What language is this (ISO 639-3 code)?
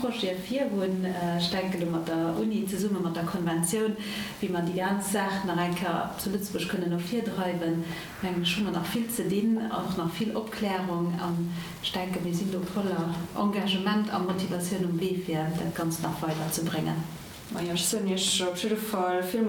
ltz